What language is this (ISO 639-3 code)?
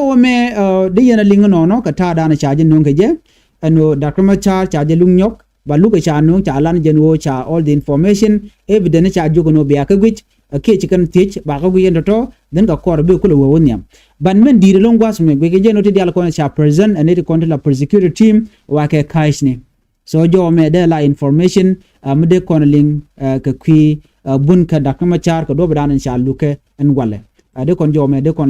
nus